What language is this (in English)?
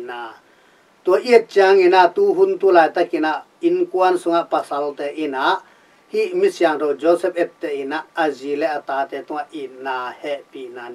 Tedim Chin